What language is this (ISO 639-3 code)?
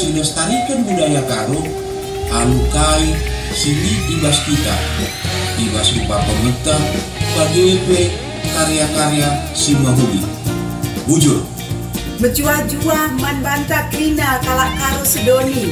btx